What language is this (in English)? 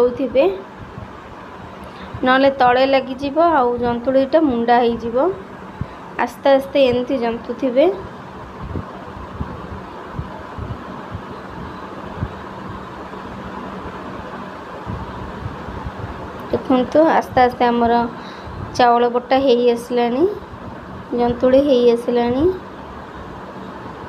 Odia